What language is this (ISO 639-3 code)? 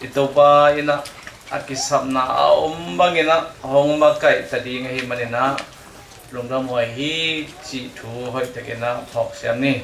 ctd